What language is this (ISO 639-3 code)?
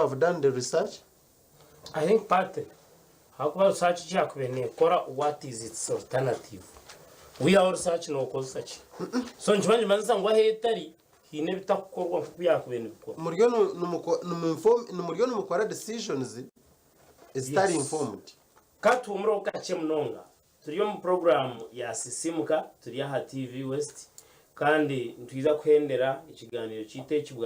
nyn